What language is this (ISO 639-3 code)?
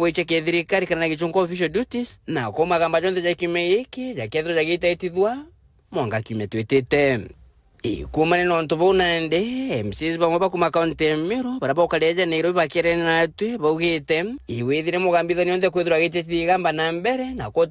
mer